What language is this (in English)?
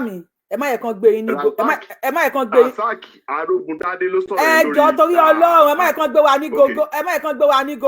Yoruba